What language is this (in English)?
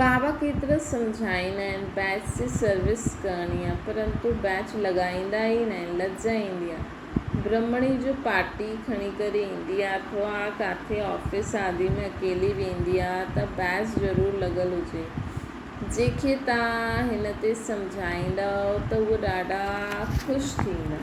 Sindhi